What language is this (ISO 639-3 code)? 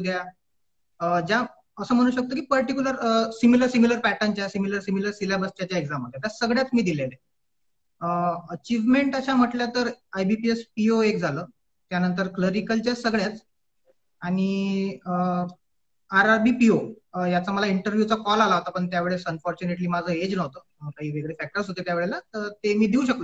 mar